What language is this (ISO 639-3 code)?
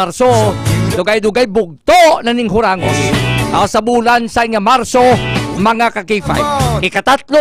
hil